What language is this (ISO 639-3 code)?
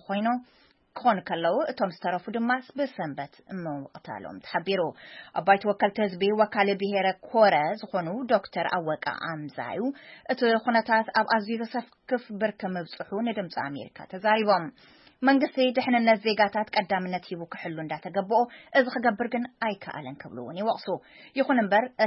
tir